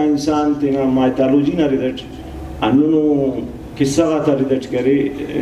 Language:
Brahui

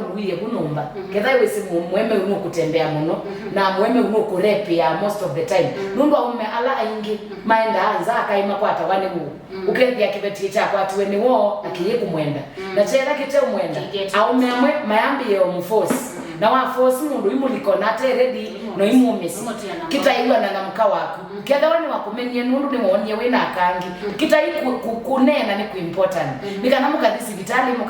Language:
Kamba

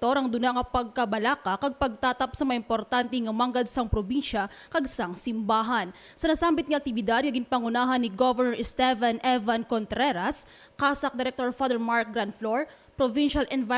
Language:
Hiligaynon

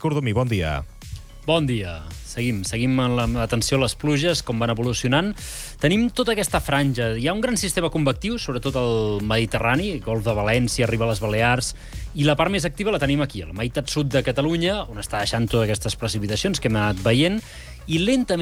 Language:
Catalan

